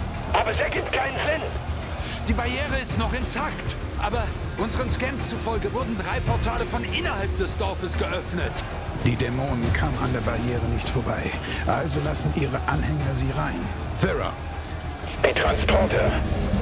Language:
Bavarian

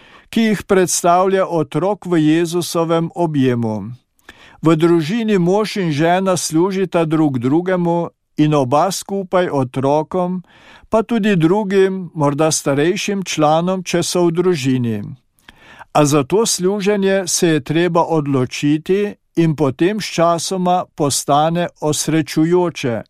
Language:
Slovenian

